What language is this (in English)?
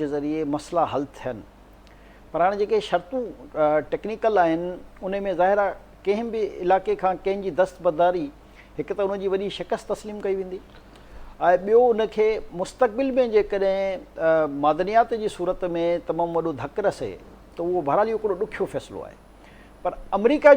Sindhi